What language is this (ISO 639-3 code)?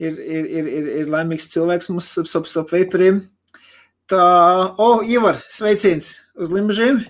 lav